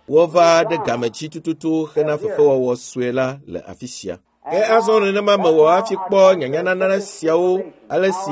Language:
Ewe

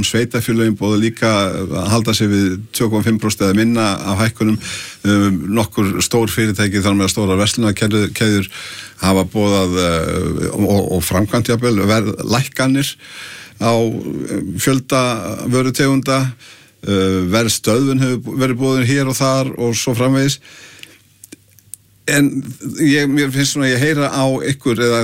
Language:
Icelandic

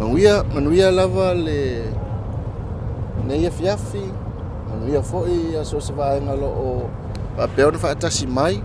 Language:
Samoan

